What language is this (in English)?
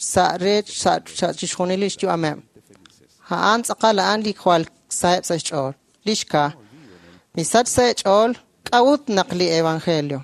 Kekchí